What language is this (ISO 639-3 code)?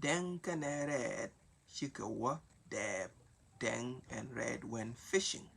nus